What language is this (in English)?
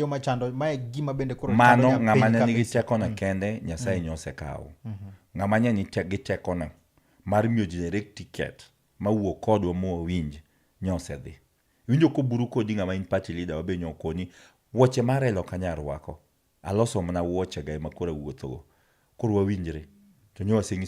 Luo (Kenya and Tanzania)